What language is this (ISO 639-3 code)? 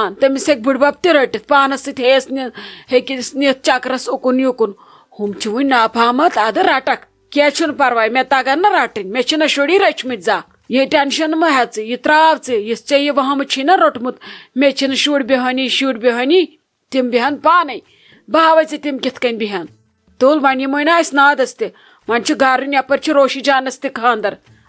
kas